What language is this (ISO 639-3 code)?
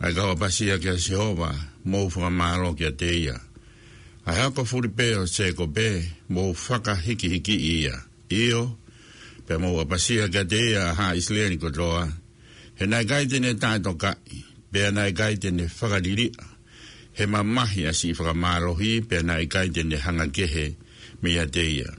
ton